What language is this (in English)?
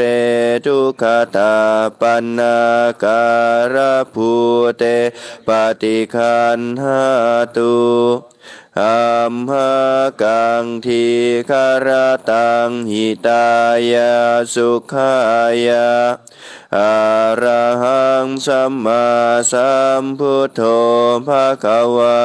Pali